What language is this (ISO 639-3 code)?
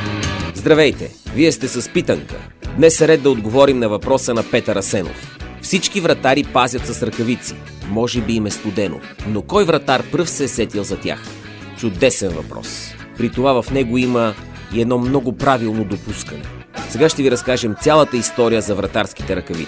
bul